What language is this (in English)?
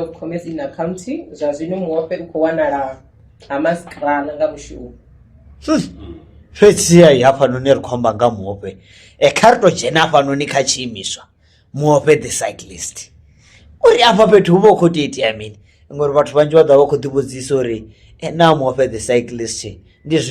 Venda